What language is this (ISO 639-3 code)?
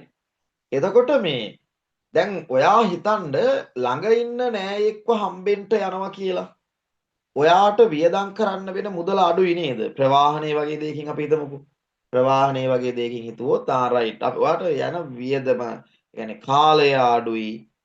sin